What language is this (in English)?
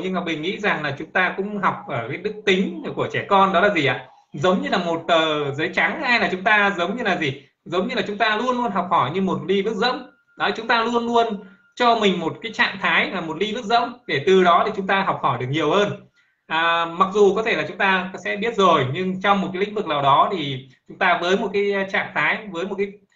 Vietnamese